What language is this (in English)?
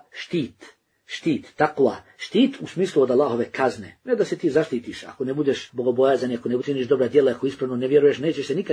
Bosnian